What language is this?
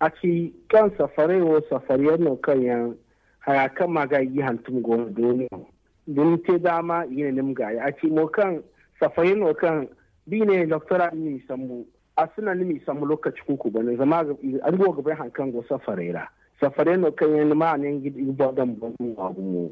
Zarma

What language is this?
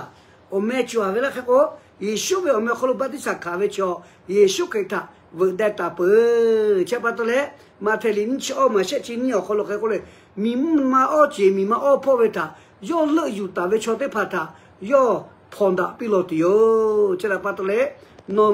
Lahu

